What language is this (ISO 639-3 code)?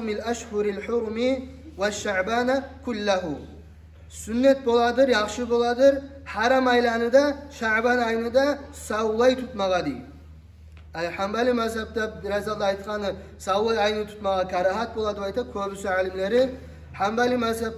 kum